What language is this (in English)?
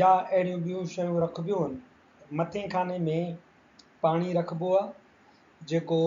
Sindhi